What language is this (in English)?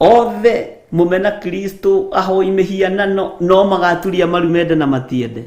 Kikuyu